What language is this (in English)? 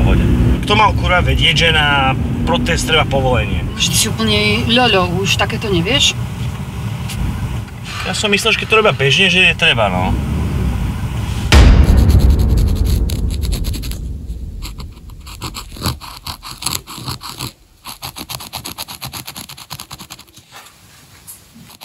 Slovak